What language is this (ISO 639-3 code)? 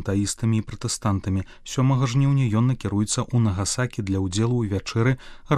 bel